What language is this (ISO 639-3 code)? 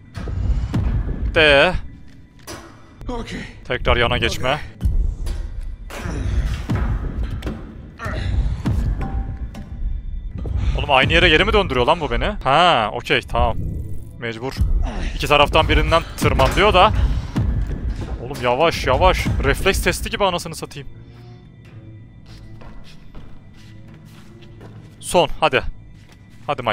tur